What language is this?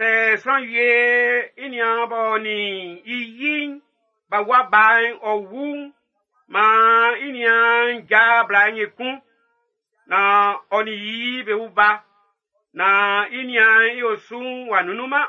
Baoulé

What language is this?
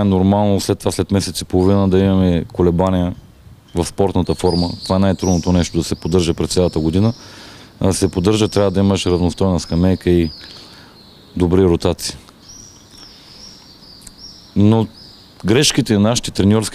Bulgarian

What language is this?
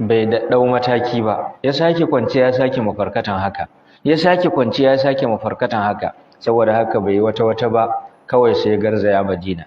Hausa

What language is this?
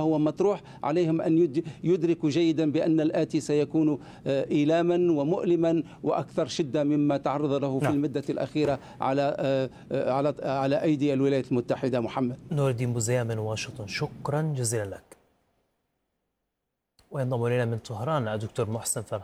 Arabic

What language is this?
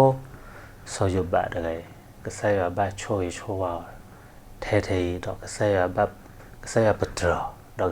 S'gaw Karen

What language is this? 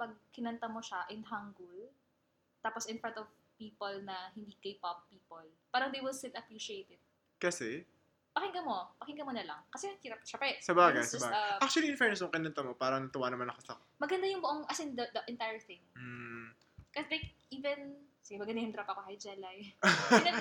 Filipino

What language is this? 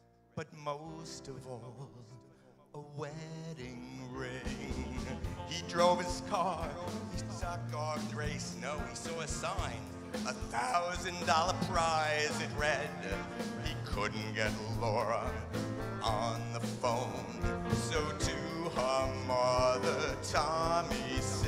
English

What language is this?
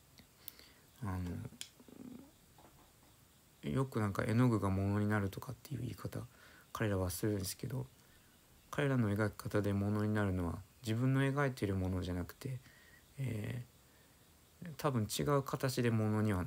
Japanese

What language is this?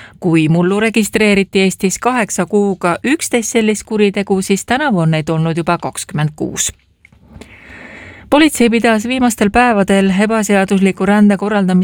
Estonian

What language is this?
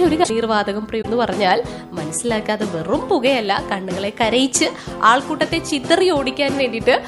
Malayalam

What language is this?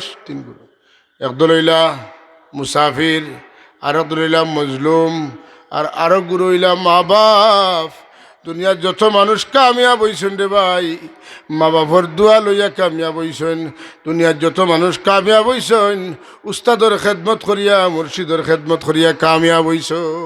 Sylheti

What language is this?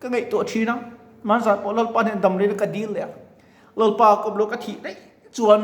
Mizo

